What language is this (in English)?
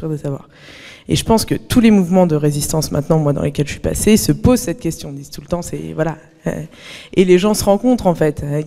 French